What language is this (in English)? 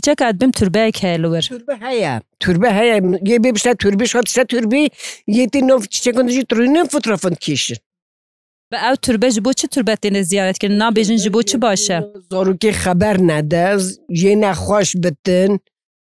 Kurdish